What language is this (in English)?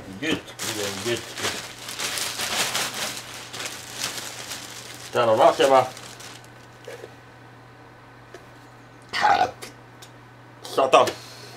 Finnish